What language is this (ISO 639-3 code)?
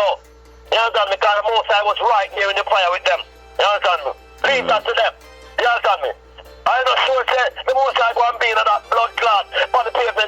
jam